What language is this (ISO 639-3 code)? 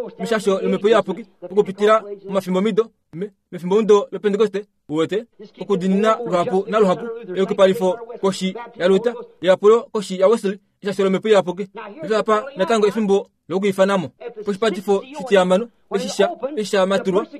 kua